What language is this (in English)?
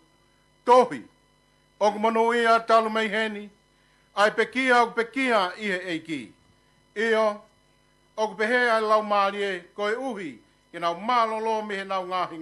Tongan